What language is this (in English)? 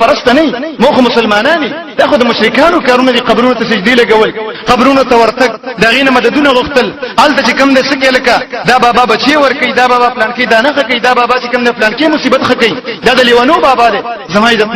Pashto